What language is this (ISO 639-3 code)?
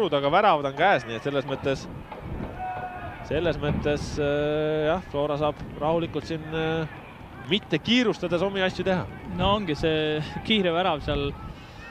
est